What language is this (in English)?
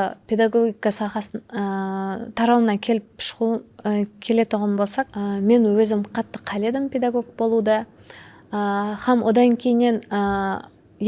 Kara-Kalpak